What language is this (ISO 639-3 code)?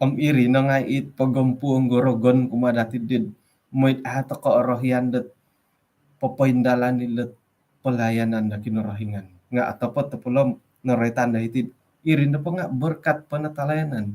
dtp